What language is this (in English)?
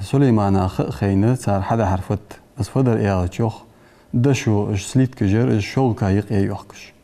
Ingush